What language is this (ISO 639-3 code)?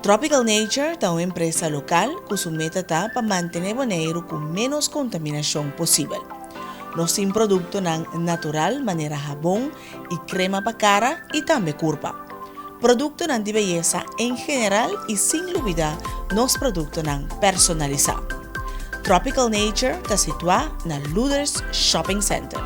pap